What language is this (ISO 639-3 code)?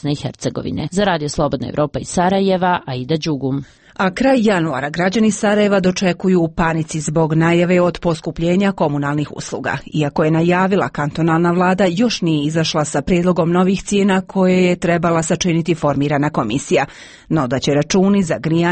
hrv